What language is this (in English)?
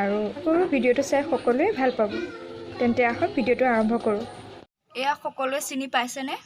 Assamese